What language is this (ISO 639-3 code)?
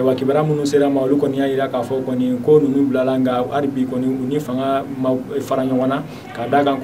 bam